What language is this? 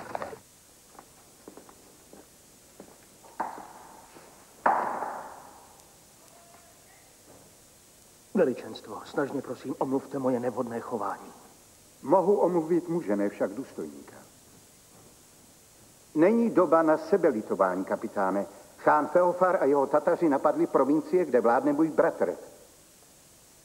Czech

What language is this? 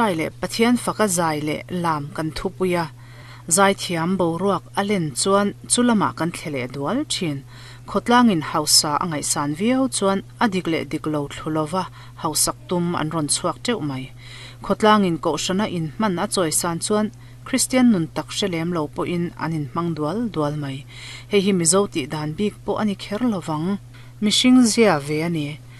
Mizo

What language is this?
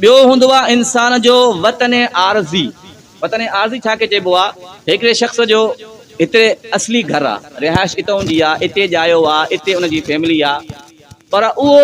Sindhi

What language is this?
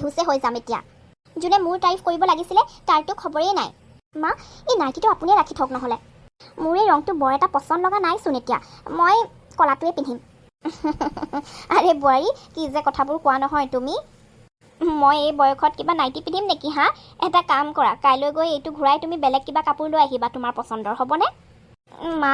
Assamese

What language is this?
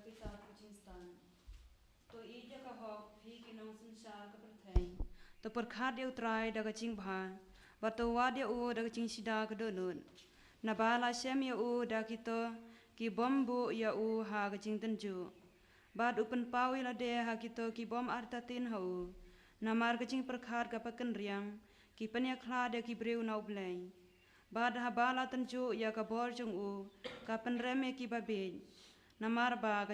Khasi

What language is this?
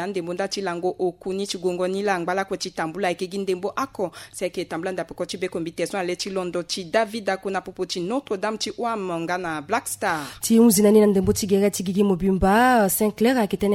Sango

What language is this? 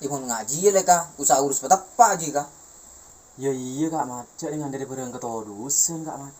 Madurese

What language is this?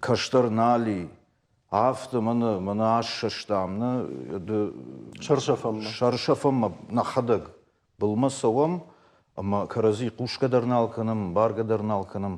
Ossetic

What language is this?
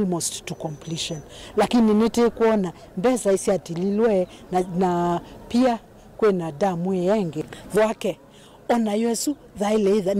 Kamba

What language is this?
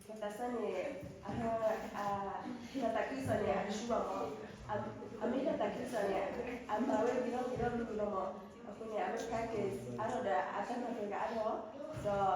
S'gaw Karen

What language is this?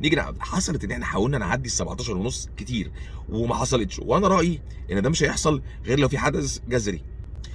Egyptian Arabic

